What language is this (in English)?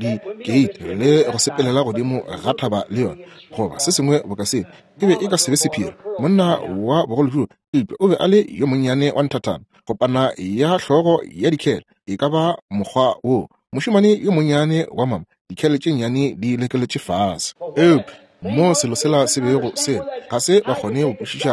Northern Sotho